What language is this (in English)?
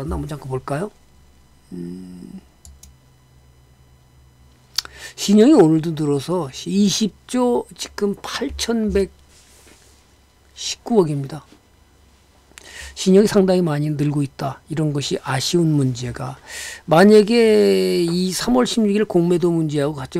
Korean